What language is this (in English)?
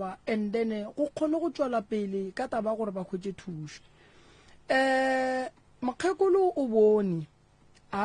Northern Sotho